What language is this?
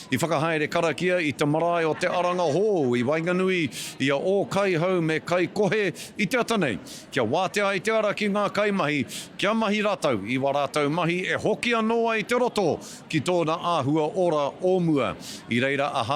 Māori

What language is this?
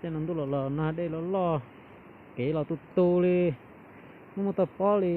Hmong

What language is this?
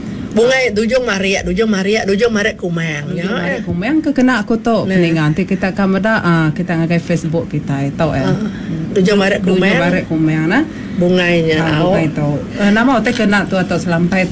Iban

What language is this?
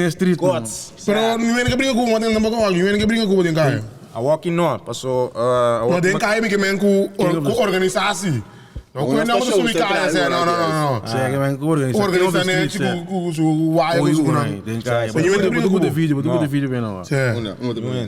Papiamento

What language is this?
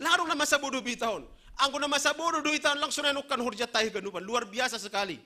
Batak Simalungun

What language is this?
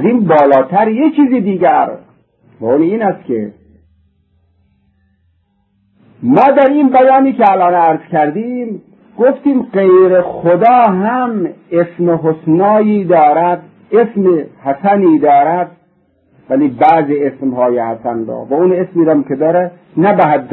Persian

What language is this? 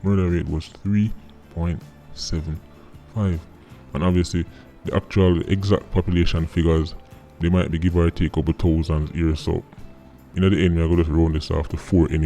Jamaican Creole English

